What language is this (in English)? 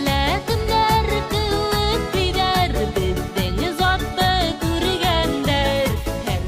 Bashkir